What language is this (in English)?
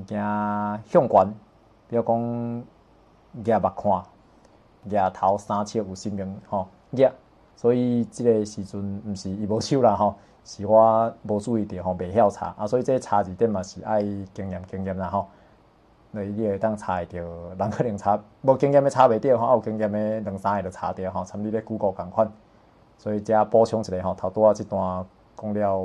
Min Nan Chinese